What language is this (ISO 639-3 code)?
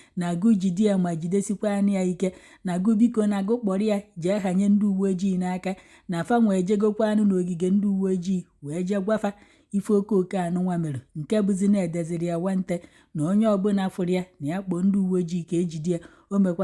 ibo